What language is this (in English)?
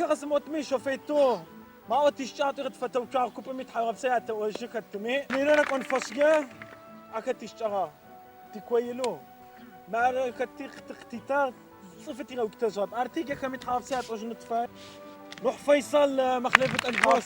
Adyghe